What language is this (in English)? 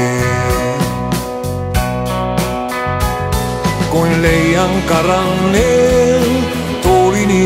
Finnish